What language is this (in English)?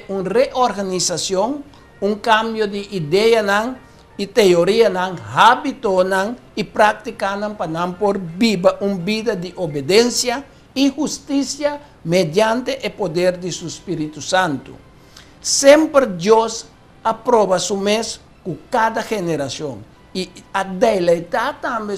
Papiamento